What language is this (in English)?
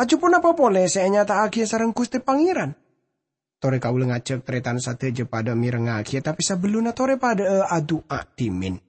Madurese